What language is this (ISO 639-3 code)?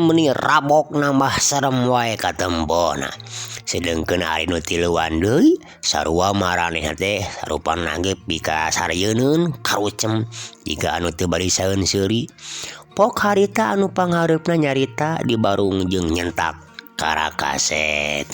sun